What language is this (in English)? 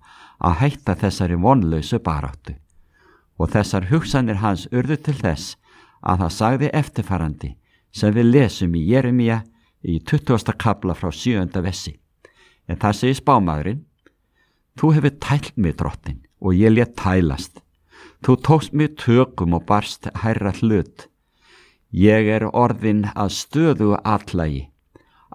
Icelandic